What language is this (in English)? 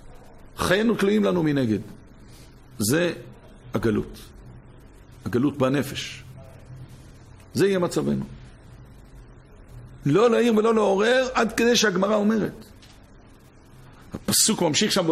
Hebrew